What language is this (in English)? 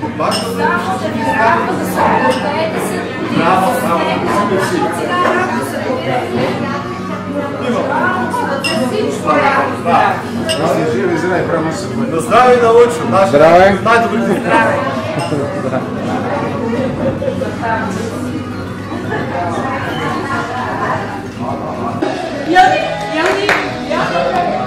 Bulgarian